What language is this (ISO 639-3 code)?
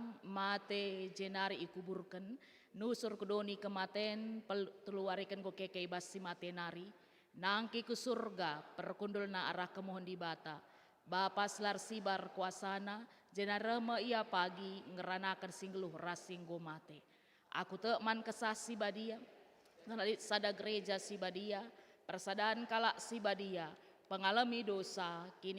btx